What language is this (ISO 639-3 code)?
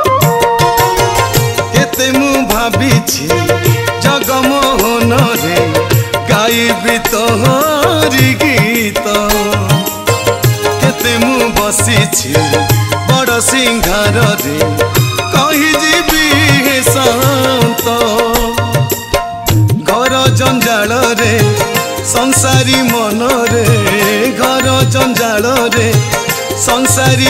ori